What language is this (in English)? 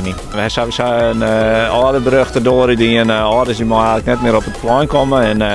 Western Frisian